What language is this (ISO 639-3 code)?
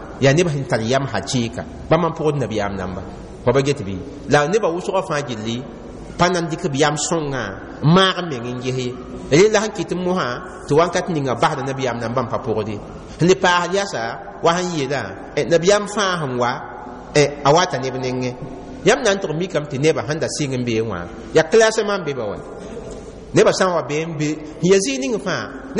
mos